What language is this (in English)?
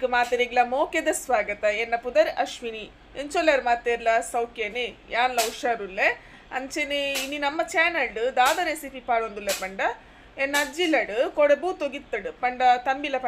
Tulu